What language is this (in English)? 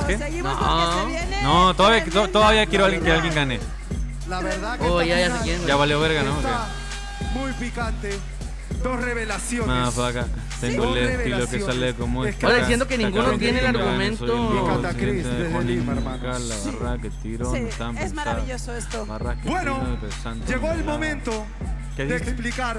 Spanish